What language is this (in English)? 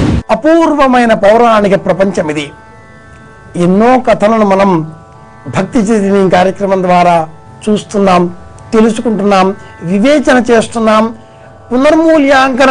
Telugu